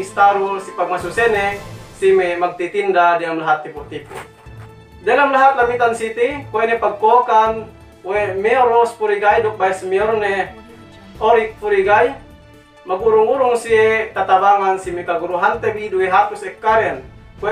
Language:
Yakan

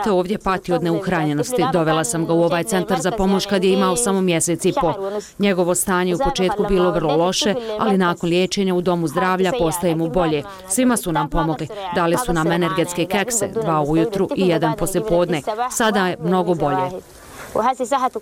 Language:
Bosnian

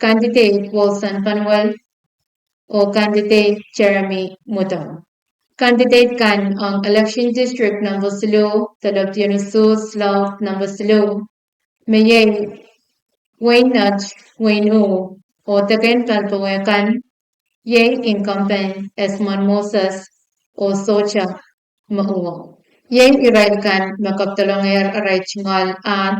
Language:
Pohnpeian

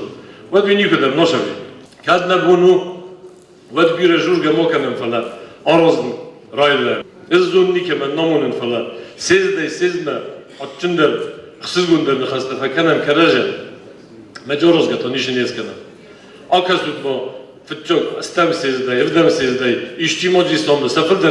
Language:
Ossetic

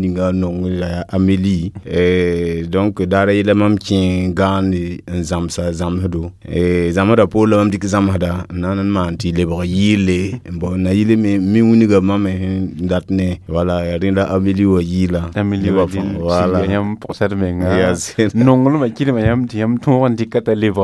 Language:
Mossi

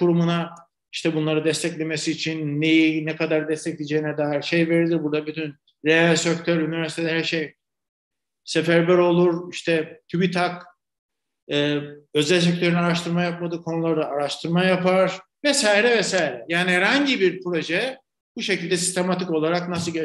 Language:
Turkish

